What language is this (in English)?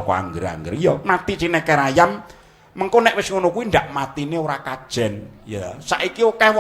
Javanese